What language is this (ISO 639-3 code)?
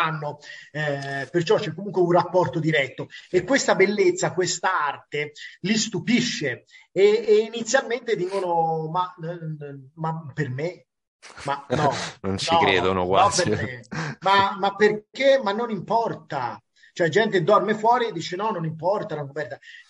ita